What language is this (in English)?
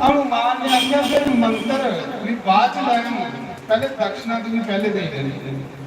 Dogri